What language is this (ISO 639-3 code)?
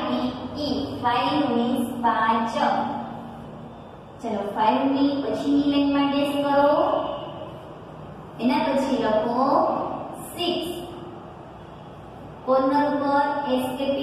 guj